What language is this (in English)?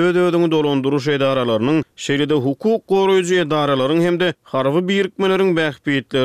Turkmen